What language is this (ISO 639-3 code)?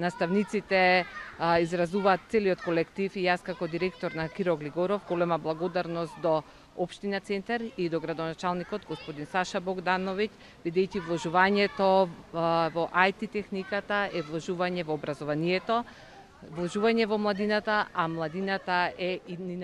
mkd